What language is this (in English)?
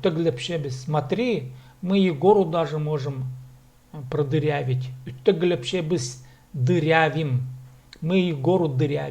Khakas